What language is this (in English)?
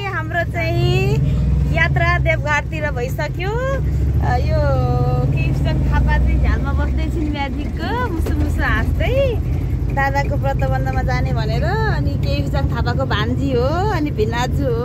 Nepali